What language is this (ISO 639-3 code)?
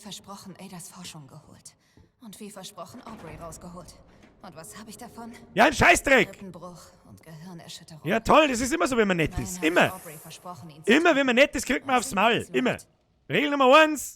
bar